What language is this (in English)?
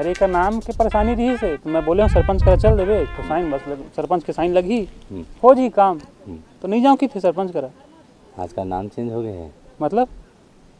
Chhattisgarhi